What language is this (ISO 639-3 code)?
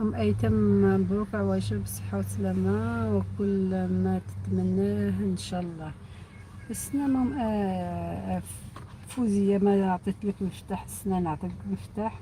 arq